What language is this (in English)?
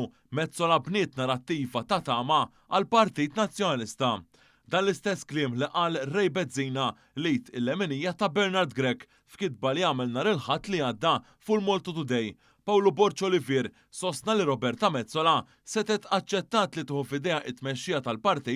Maltese